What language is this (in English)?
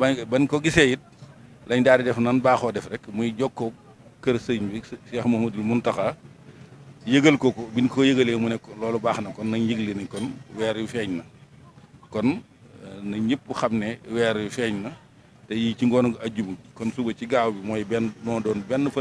Wolof